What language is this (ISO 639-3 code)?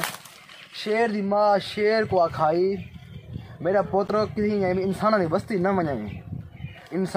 skr